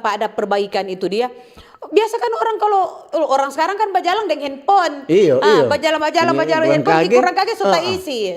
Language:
Manado Malay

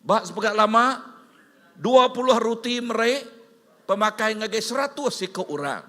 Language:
Iban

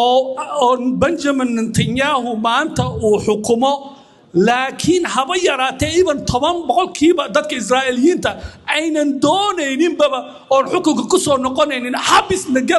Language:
Somali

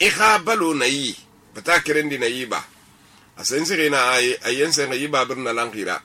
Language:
Susu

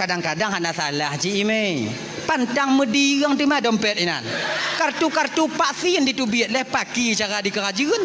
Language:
Achinese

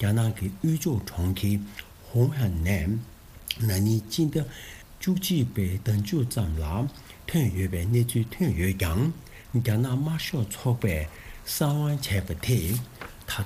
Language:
Tibetan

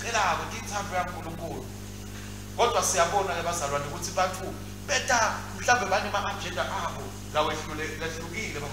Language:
Swati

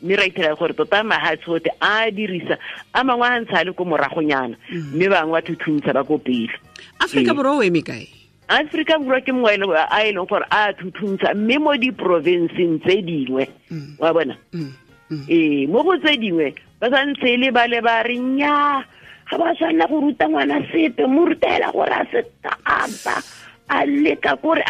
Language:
Tswana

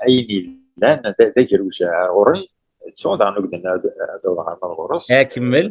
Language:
Kabyle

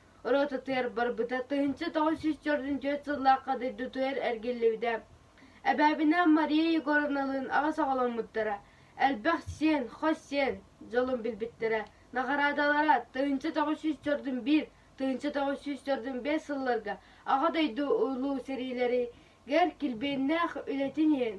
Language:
Yakut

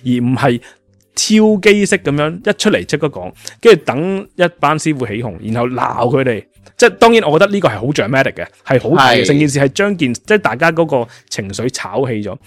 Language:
Cantonese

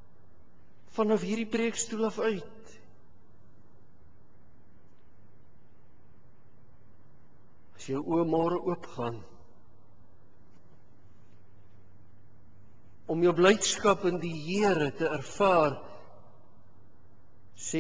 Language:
Afrikaans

